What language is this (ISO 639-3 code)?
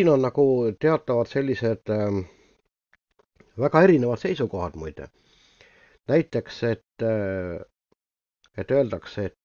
est